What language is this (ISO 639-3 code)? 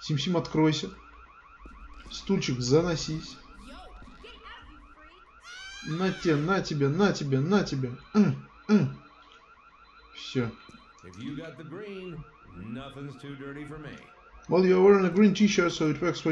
rus